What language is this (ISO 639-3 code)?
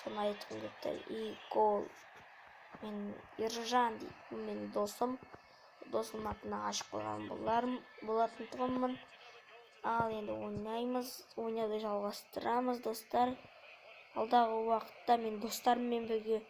kaz